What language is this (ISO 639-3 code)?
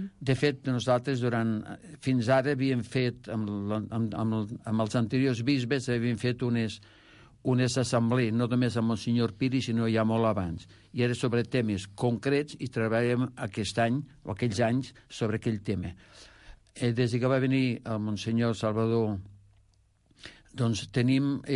cat